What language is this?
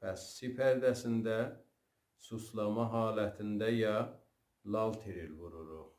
South Azerbaijani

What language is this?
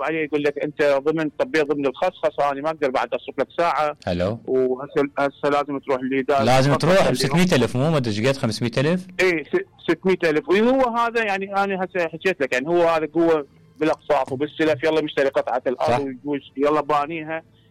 Mesopotamian Arabic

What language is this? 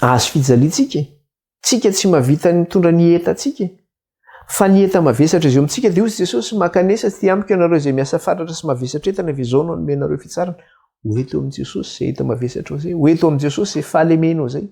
Malagasy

